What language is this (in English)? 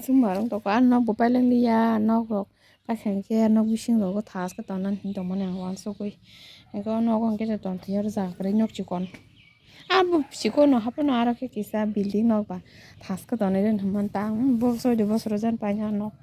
Kok Borok